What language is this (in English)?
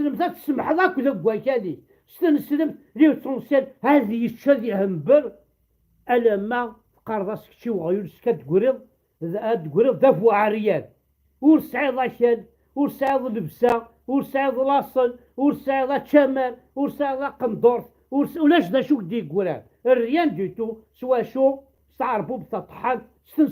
Kabyle